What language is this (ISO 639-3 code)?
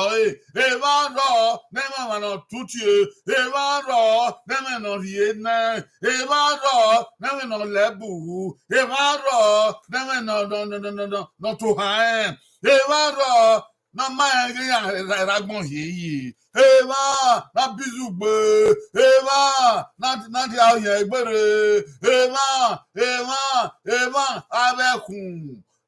bin